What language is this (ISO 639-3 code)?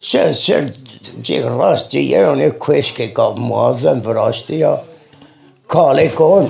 zza